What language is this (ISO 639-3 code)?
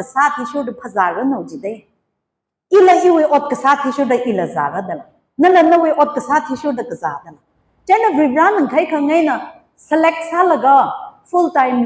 nmf